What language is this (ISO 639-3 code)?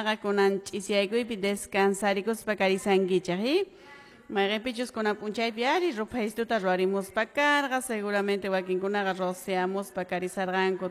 que